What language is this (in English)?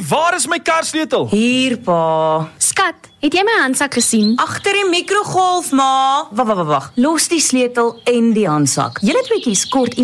Afrikaans